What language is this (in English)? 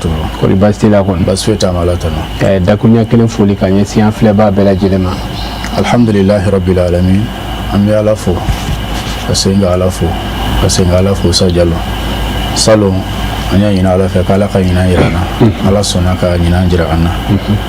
Bambara